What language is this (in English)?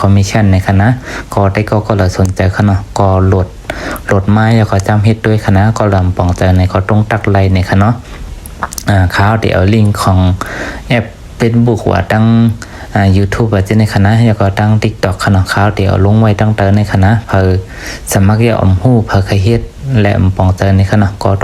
Shan